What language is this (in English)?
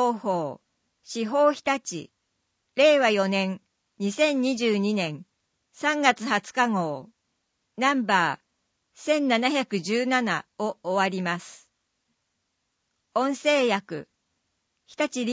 Japanese